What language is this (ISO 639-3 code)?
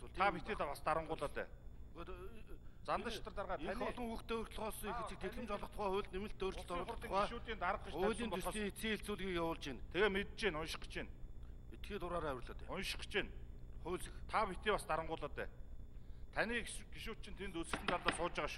mon